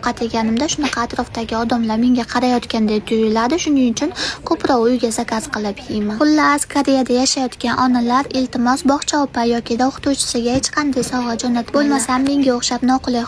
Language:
Uzbek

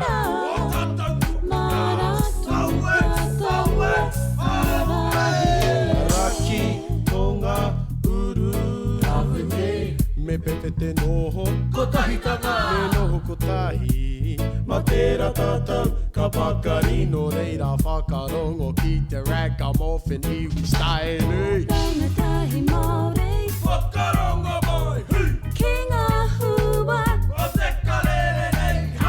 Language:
Māori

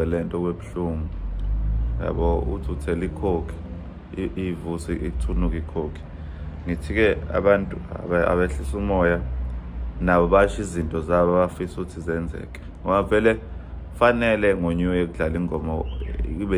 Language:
Zulu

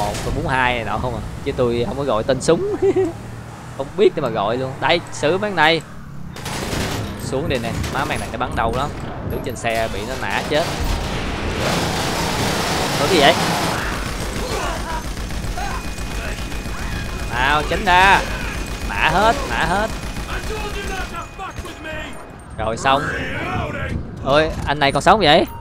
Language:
Vietnamese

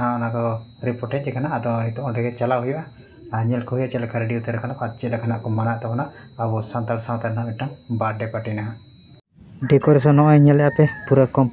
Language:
Santali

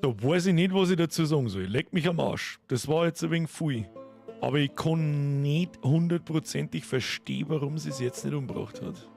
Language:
Bavarian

